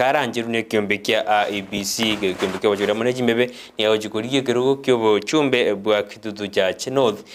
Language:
Gusii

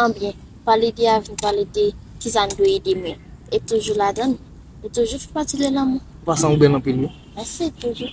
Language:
Haitian Creole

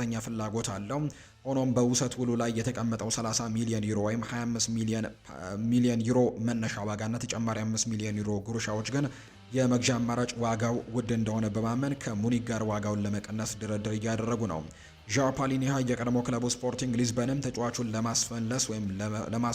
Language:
Amharic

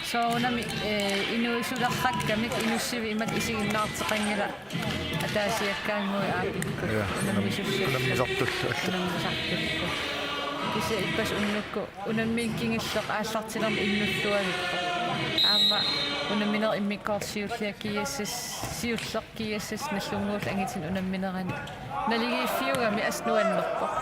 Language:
Kalaallisut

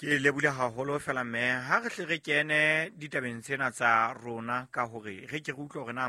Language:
Southern Sotho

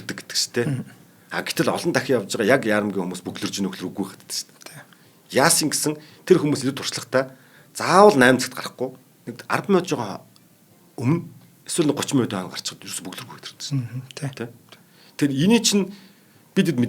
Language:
Mongolian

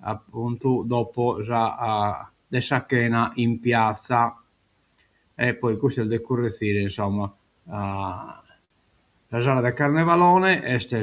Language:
Sardinian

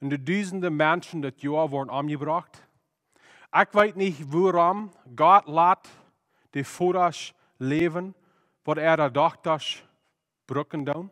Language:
Plautdietsch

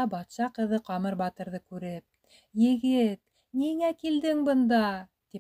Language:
Bashkir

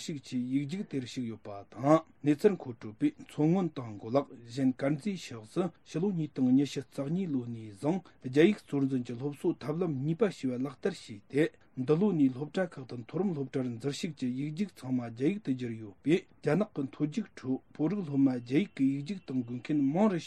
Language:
Tibetan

